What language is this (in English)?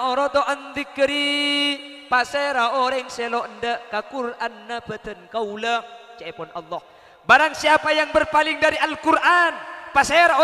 Madurese